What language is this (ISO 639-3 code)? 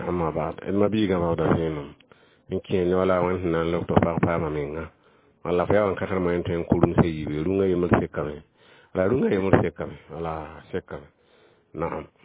mos